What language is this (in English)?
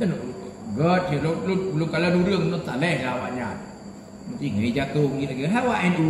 Achinese